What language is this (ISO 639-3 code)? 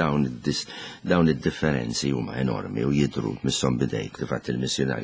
mlt